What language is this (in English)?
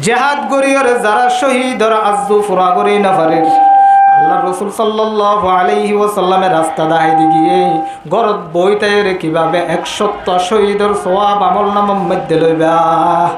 Rohingya